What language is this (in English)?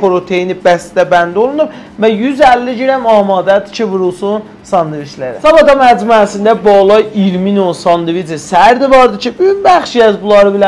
South Azerbaijani